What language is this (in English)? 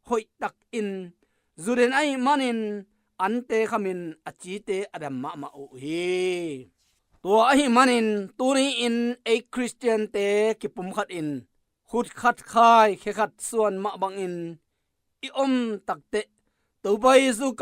Tedim Chin